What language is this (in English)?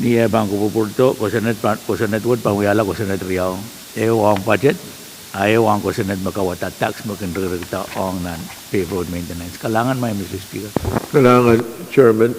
Pohnpeian